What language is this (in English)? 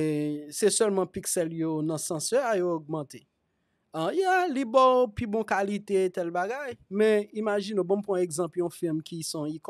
Haitian Creole